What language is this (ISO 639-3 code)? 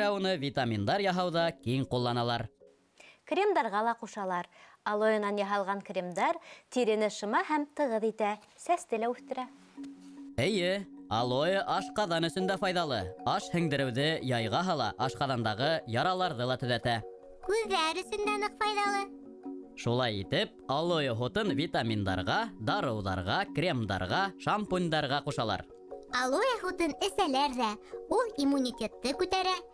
bak